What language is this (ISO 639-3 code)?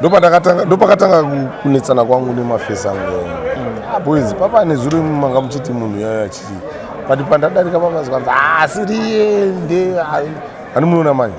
sna